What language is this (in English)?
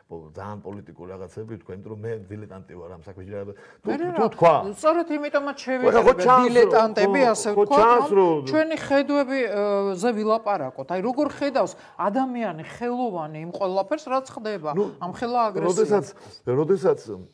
Georgian